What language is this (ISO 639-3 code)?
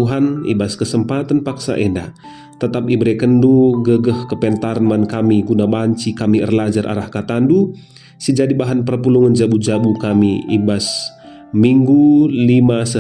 btx